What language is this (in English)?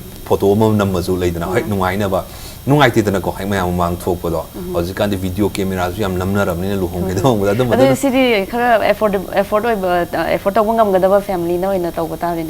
Manipuri